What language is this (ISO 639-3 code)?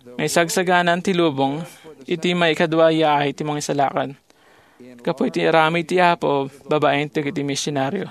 ilo